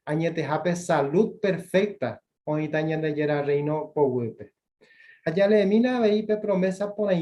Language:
Guarani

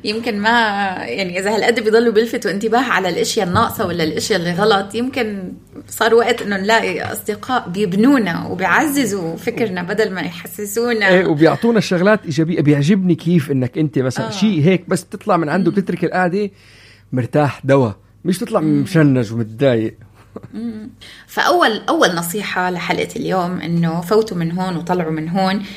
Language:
North Levantine Arabic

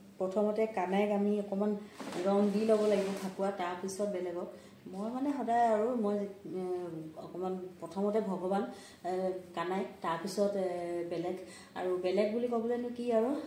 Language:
Assamese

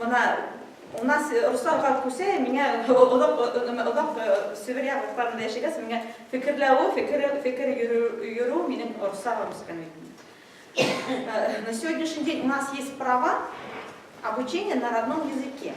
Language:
Bashkir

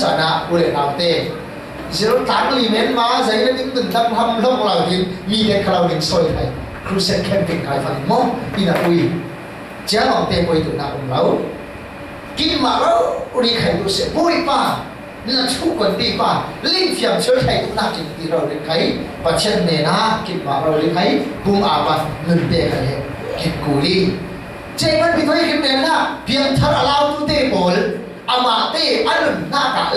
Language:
Falam Chin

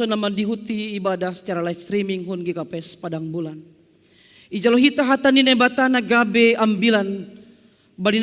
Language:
Batak Simalungun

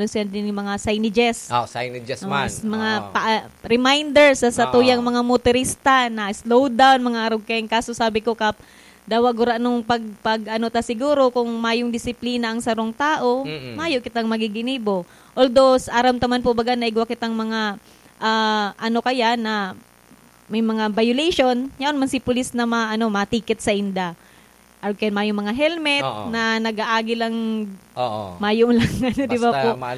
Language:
Bikol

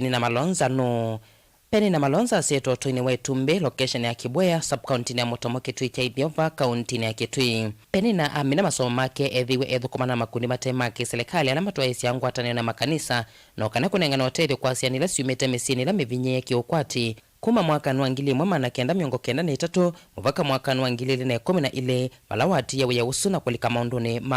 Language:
Kamba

